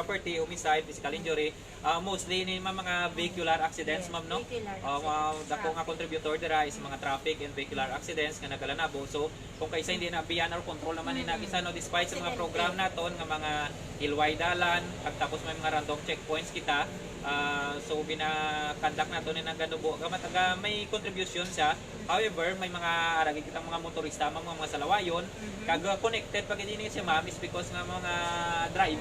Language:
Hiligaynon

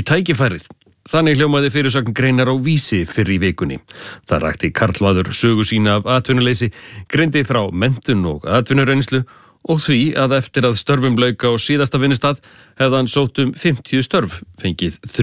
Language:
Icelandic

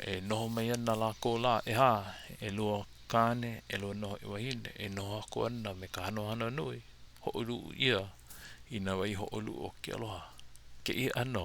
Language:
Hawaiian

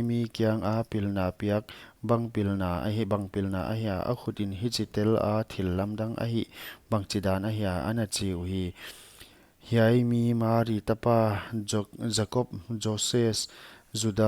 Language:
Paite Chin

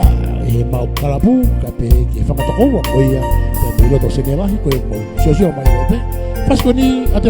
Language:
Tongan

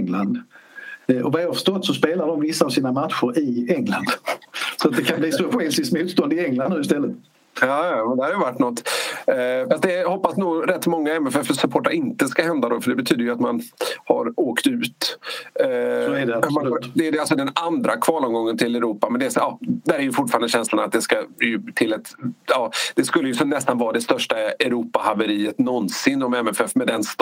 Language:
Swedish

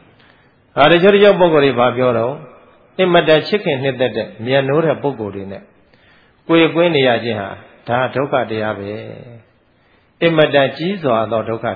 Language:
Burmese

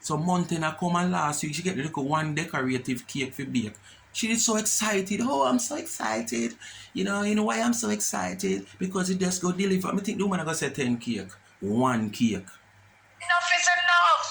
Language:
Jamaican Creole English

